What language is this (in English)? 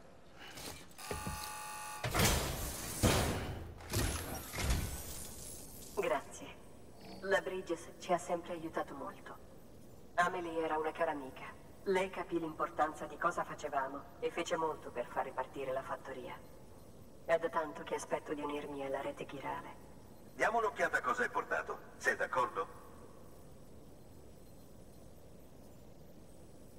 Italian